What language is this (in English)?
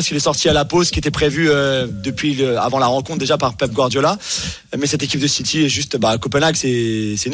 French